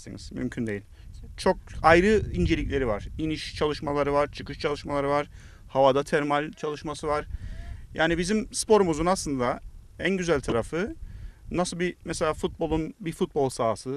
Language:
Turkish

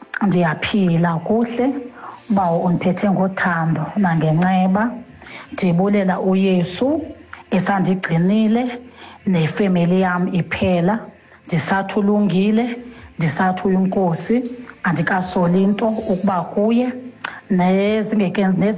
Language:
Xhosa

